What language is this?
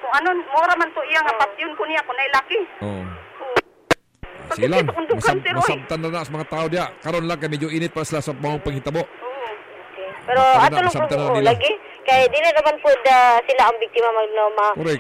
Cebuano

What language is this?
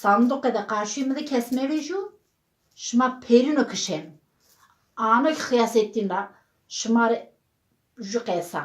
Zaza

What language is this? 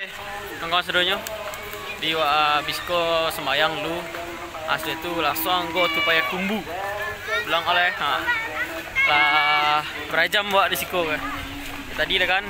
Minangkabau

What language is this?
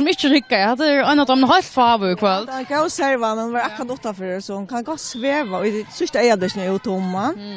Faroese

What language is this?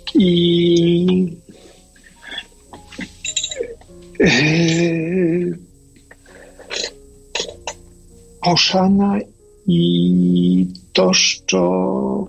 Ukrainian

